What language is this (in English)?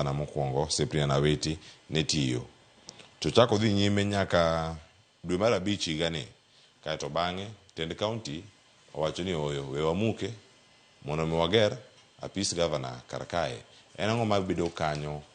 Luo (Kenya and Tanzania)